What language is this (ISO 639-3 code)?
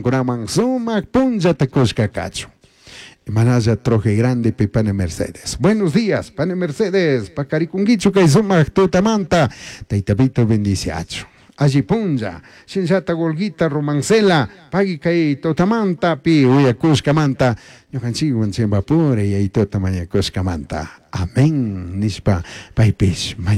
qug